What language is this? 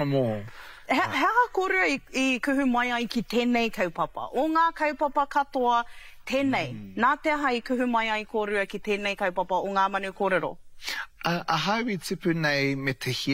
Māori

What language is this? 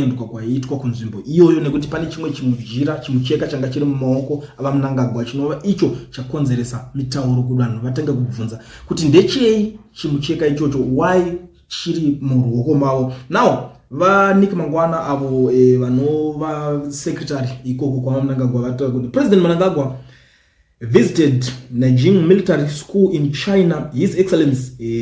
Shona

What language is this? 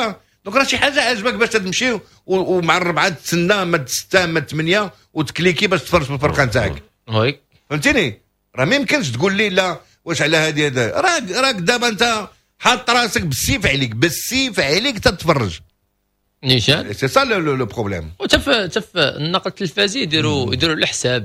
Moroccan Arabic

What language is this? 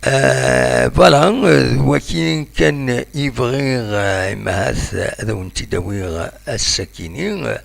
Kabyle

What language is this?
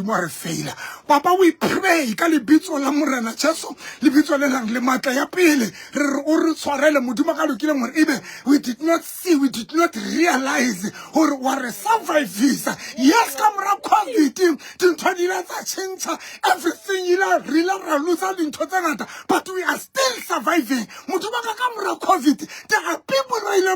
Southern Sotho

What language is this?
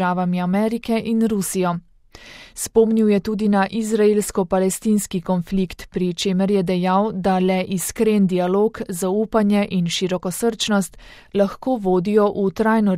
Slovenian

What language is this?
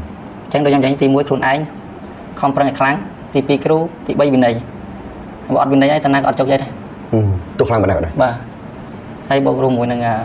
Khmer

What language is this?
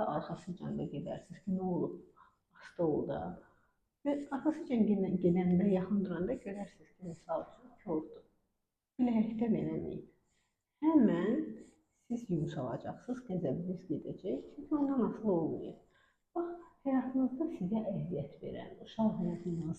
Azerbaijani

